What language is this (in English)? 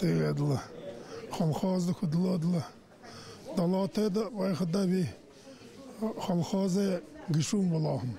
Buriat